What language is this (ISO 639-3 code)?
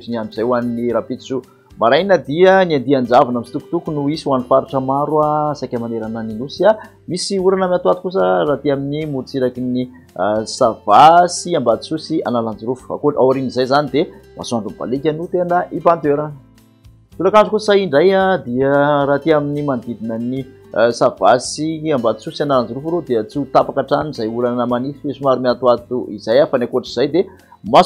mlg